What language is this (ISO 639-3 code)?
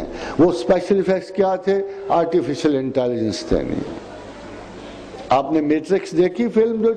urd